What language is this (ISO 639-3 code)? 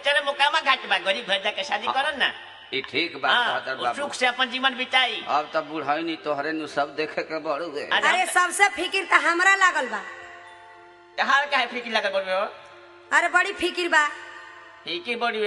bho